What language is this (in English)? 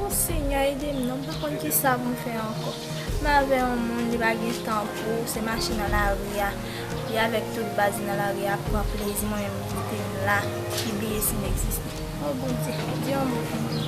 Haitian Creole